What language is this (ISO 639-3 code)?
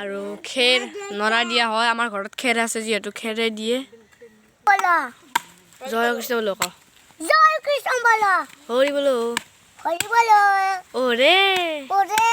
asm